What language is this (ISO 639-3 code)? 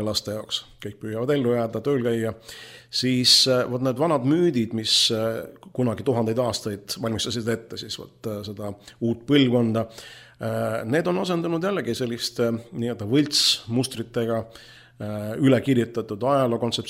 est